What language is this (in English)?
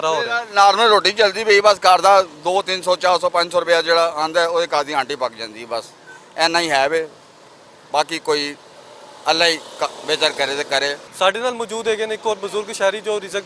Western Panjabi